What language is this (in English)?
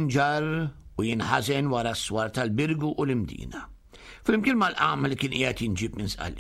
Maltese